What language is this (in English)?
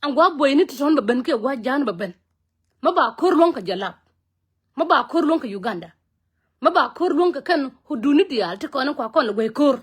Nuer